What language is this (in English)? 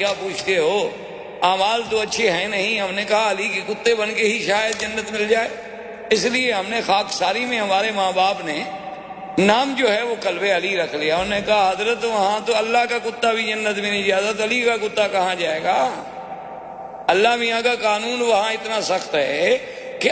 Urdu